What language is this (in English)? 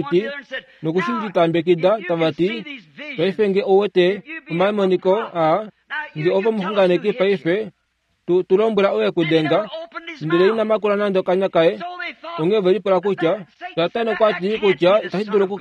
Kuanyama